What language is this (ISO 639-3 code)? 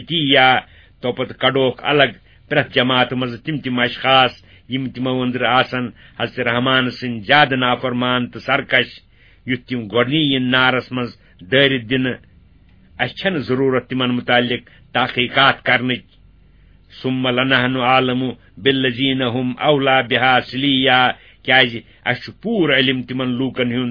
kas